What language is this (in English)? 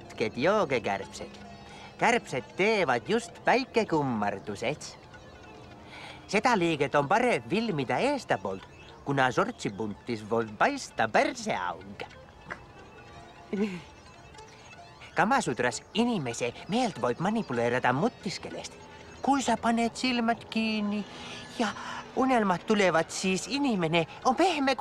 Finnish